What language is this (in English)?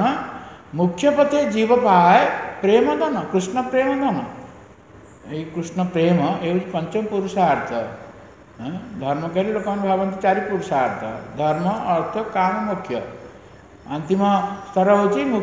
Odia